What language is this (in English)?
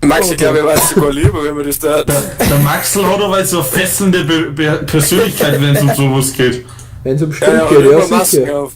Bavarian